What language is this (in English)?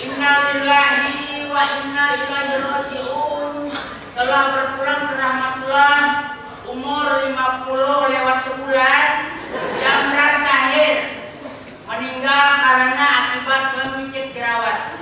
Banjar